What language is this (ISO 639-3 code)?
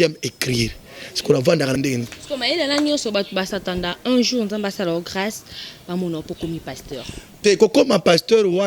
lin